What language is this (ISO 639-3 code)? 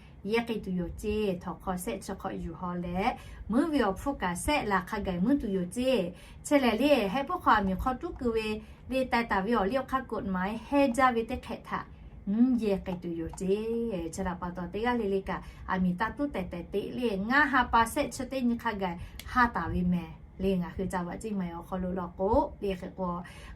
lhu